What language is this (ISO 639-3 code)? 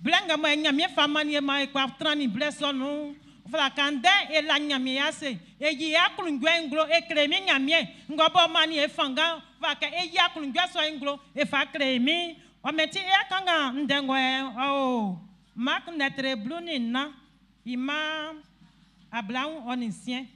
bci